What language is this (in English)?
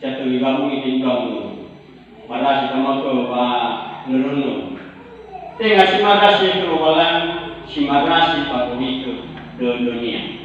Nias